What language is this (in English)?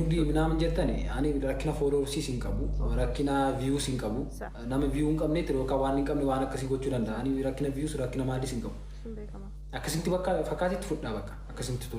Oromo